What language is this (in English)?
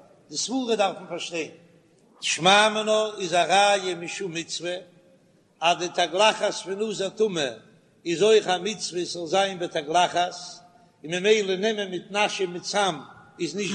Yiddish